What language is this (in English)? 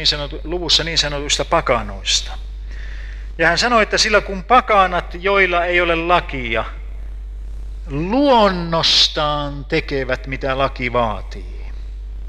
Finnish